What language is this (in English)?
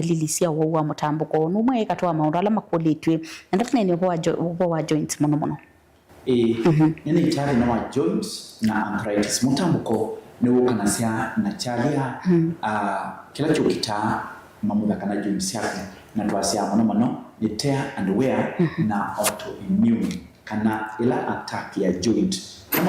Kamba